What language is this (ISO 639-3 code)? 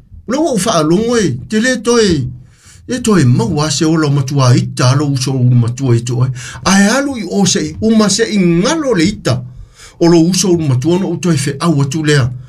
smo